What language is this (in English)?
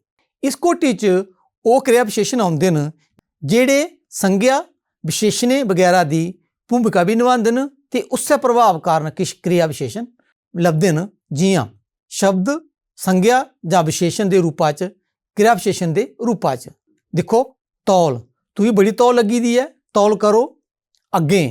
Dogri